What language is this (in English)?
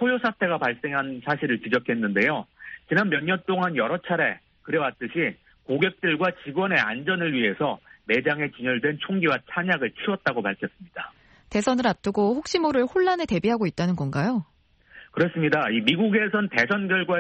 Korean